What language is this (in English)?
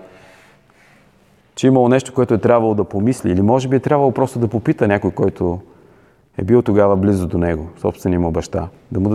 Bulgarian